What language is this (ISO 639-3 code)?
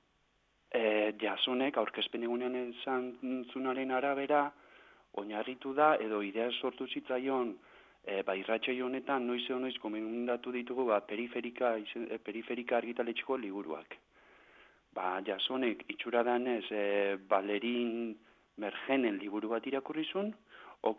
eus